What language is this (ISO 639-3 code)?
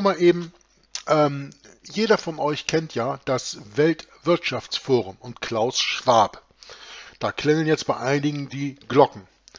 deu